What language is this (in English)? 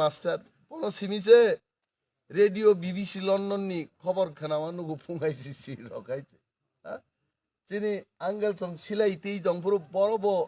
Kok Borok